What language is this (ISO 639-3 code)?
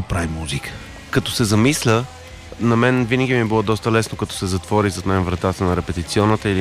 bul